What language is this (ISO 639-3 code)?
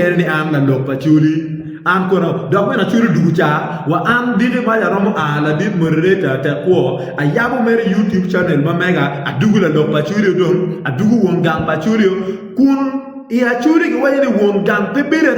ach